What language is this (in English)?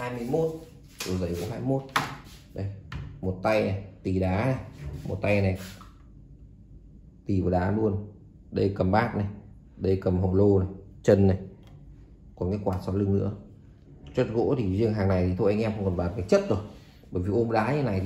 Vietnamese